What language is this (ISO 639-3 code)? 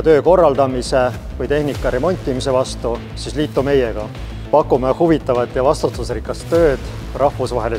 est